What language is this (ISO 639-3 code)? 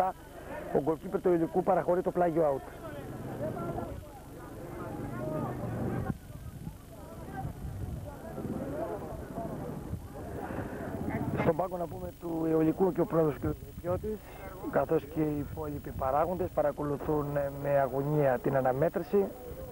ell